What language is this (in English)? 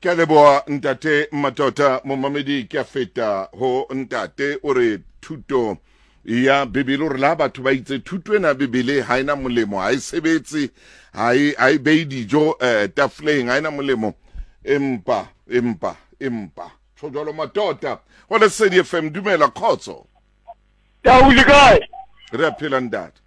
Southern Sotho